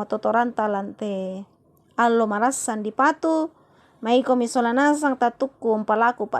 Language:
Toraja-Sa'dan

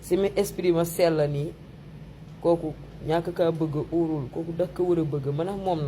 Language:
Wolof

